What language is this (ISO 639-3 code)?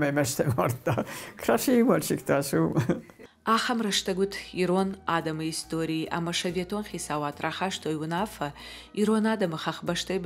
oss